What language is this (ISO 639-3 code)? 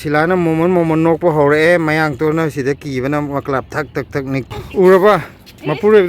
mni